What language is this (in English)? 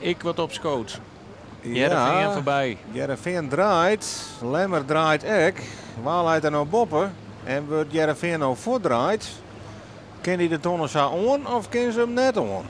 Western Frisian